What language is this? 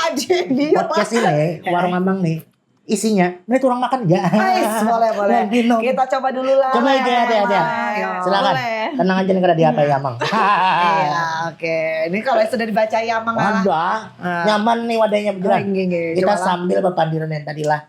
Banjar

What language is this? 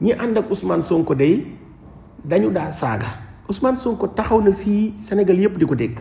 Wolof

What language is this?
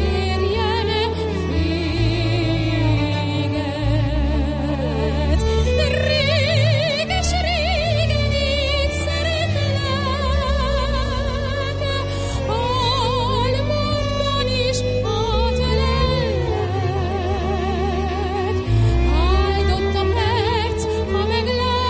Hungarian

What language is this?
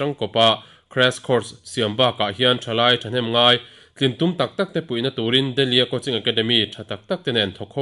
Mizo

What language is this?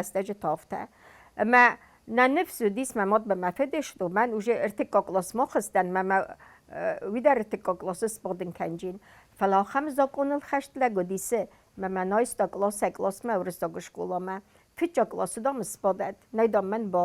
Ossetic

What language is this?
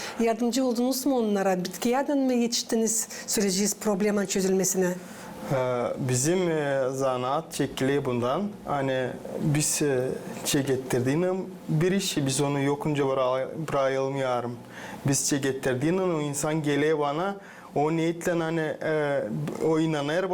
Gagauz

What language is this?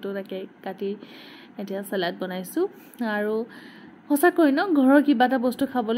Assamese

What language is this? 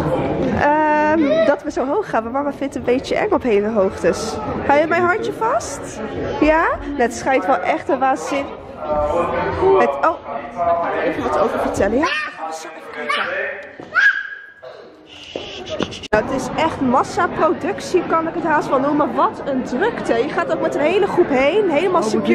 Dutch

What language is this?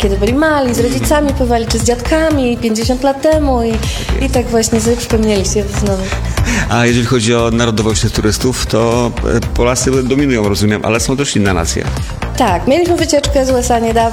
Polish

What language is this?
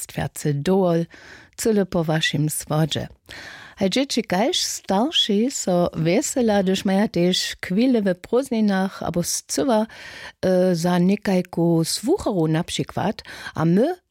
Upper Sorbian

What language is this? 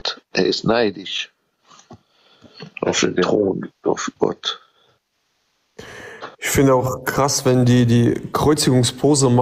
German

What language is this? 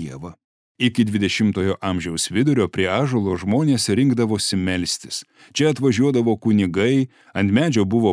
Lithuanian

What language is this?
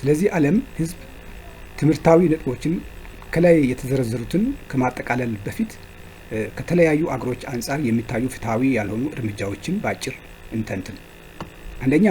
Amharic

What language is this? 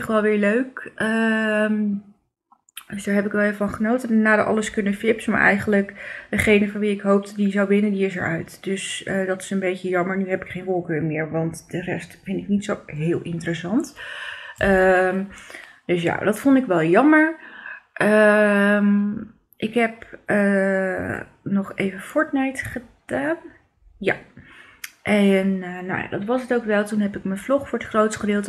Dutch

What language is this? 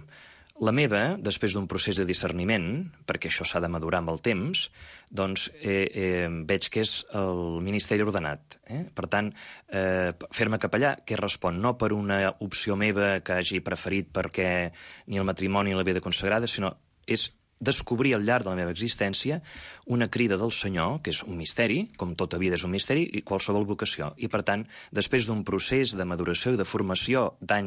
Catalan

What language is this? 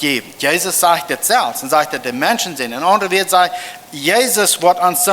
Plautdietsch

